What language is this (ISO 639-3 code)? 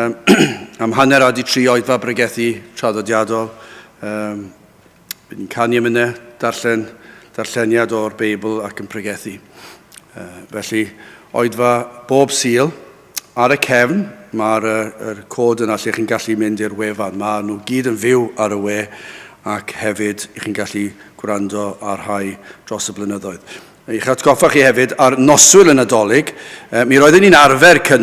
cym